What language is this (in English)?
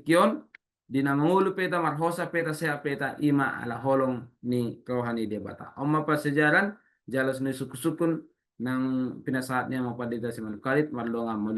Batak Toba